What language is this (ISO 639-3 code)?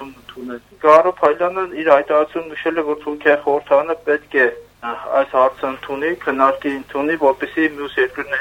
hye